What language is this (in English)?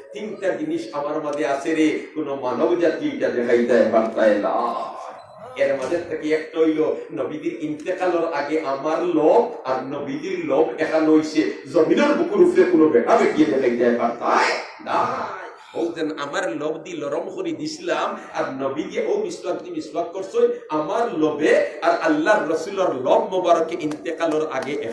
Sylheti